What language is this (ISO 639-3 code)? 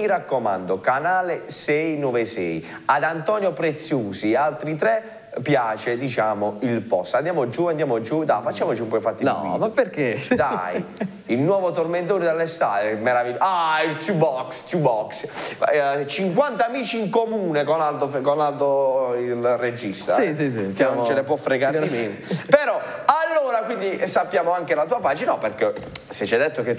ita